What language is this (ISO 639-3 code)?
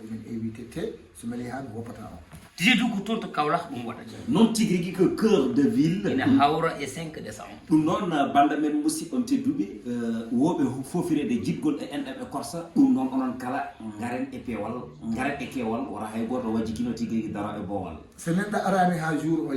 ful